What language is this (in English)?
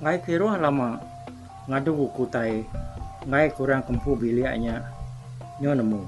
Iban